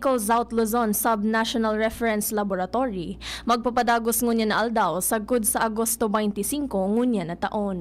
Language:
Bikol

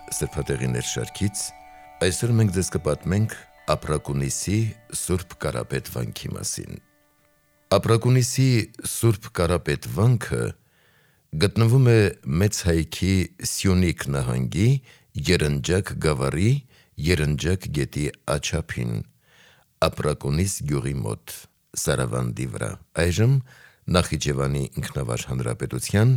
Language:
Armenian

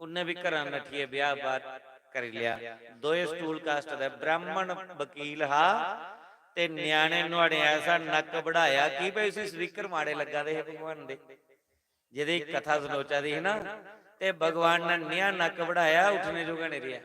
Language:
Dogri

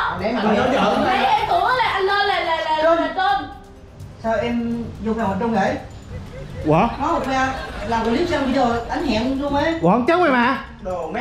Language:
Vietnamese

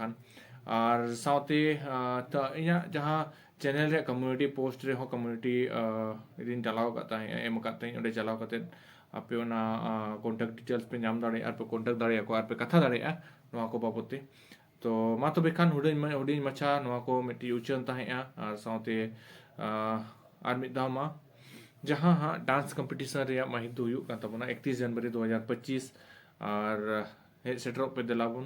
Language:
Santali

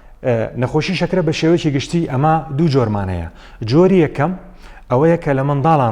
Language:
Central Kurdish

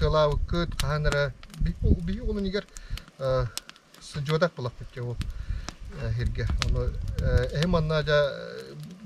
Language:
Yakut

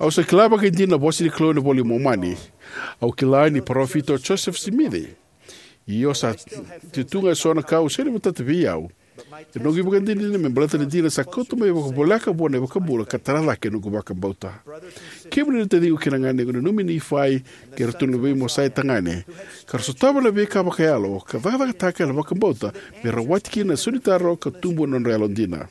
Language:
Fijian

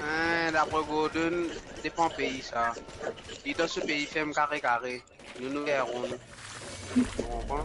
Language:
Morisyen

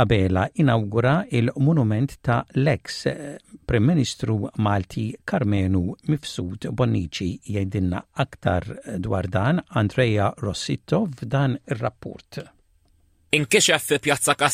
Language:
Maltese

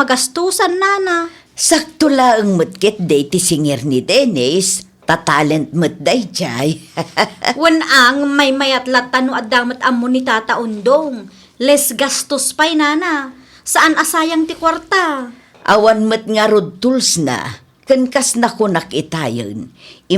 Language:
Iloko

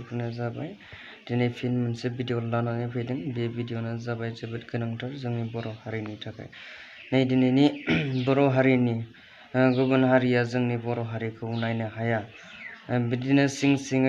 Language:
Bodo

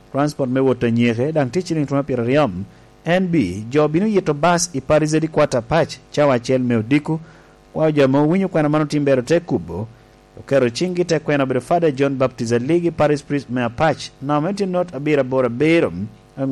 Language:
Lango (Uganda)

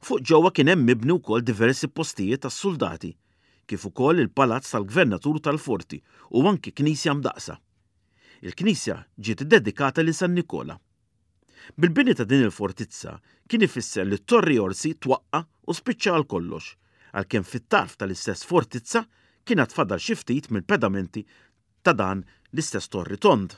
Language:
Maltese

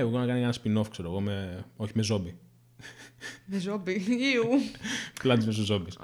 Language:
Greek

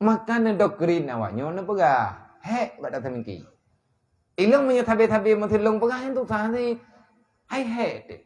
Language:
Achinese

